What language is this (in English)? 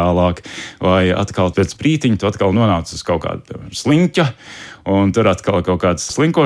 Latvian